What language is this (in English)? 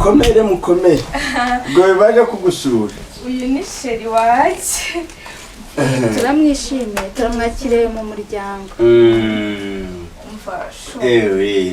Kinyarwanda